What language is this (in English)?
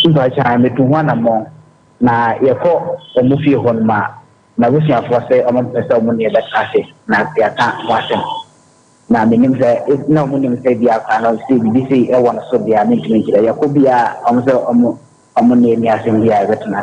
Akan